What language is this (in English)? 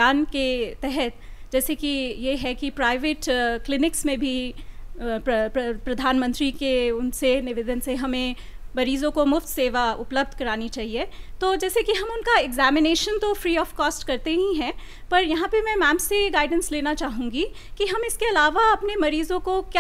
Hindi